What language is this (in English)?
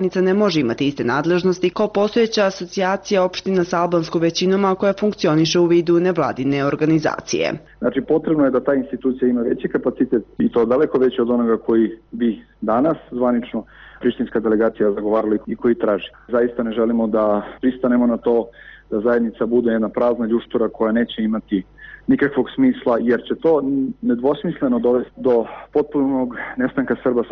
Serbian